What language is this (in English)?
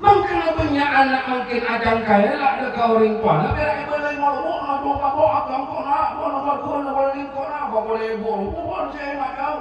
Madurese